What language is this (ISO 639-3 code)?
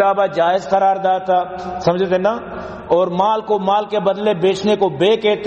bal